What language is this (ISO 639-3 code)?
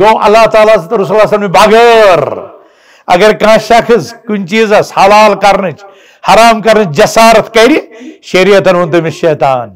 kas